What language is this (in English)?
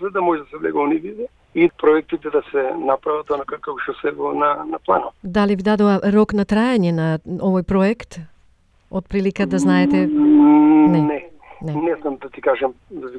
Macedonian